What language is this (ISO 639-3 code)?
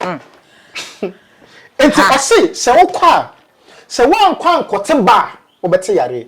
aka